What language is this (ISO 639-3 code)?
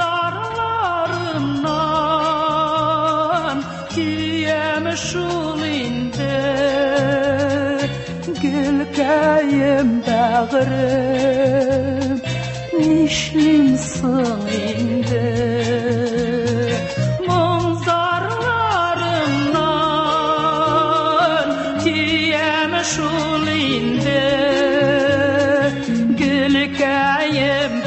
tat